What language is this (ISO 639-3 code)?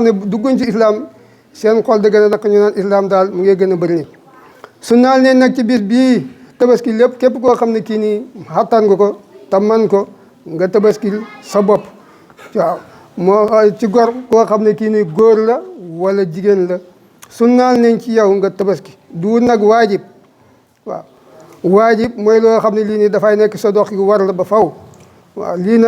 wol